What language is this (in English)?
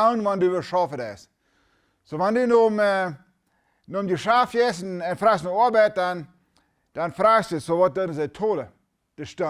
Plautdietsch